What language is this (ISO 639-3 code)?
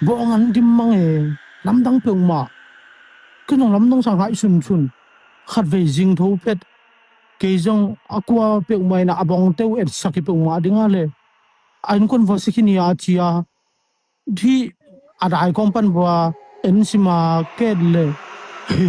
ctd